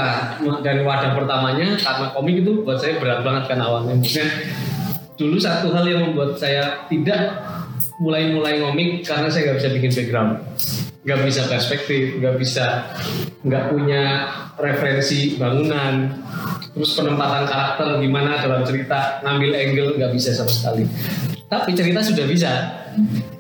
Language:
Indonesian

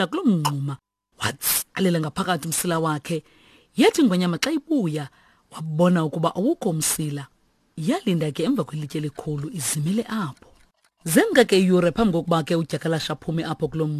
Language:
Xhosa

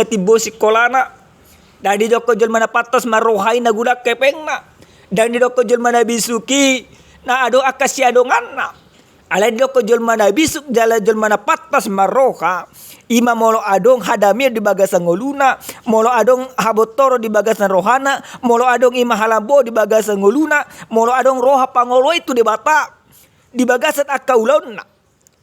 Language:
Batak Toba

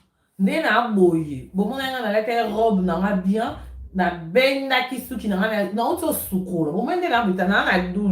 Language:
Lingala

